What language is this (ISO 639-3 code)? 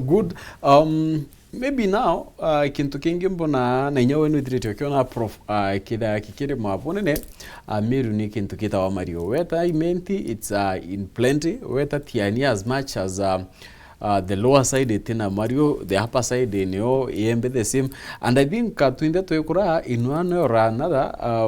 mer